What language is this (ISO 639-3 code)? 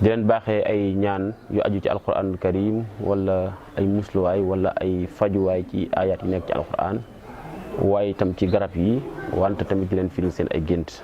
wol